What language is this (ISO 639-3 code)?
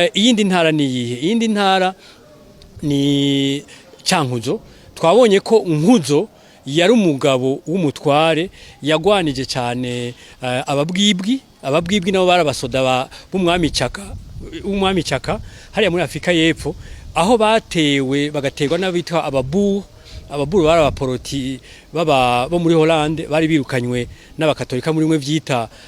run